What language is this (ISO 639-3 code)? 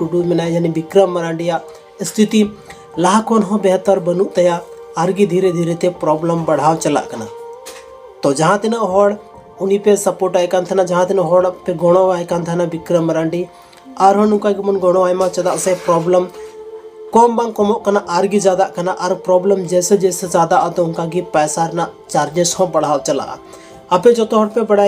sat